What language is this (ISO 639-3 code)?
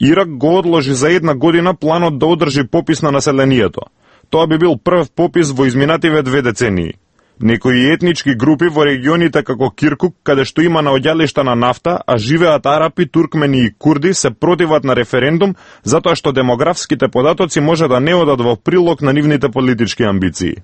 mkd